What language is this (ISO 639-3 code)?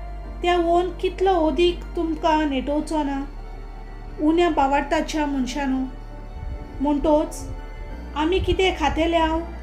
kok